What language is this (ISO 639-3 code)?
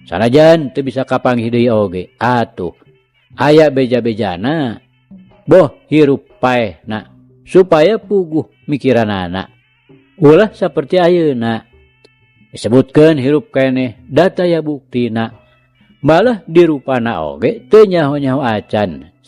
sun